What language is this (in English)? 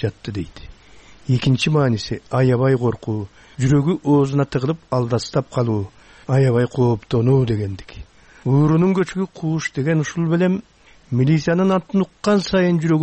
Kyrgyz